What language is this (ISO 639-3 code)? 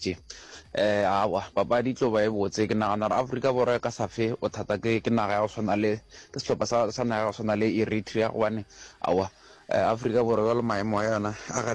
nso